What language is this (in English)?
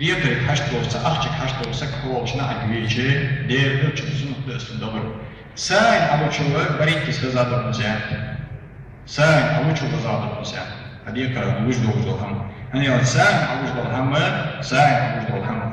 Ingush